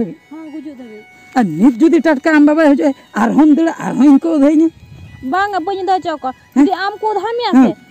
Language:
Santali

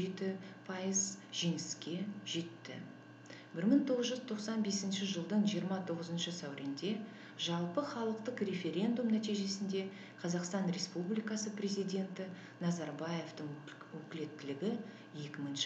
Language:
Kazakh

